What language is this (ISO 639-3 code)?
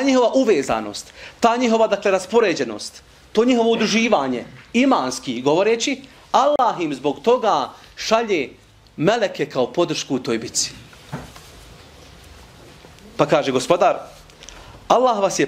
bos